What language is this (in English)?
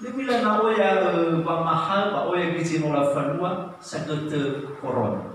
Nias